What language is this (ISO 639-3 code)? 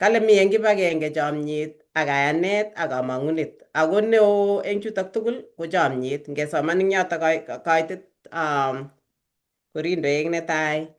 kln